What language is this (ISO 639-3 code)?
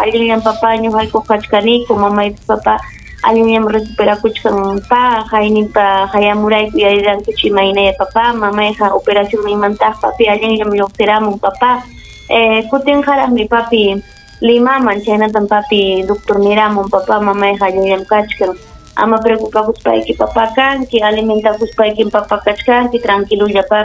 quy